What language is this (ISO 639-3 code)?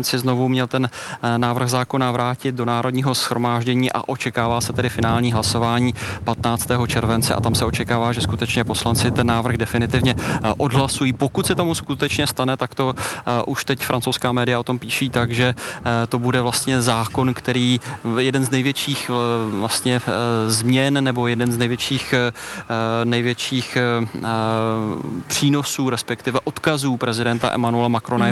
ces